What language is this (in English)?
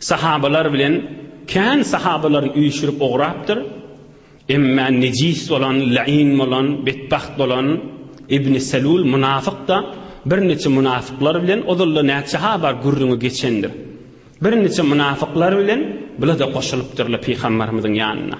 Turkmen